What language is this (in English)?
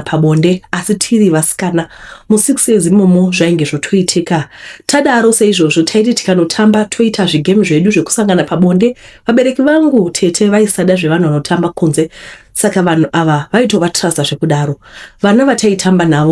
Shona